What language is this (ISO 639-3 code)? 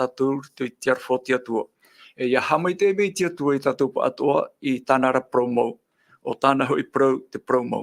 tah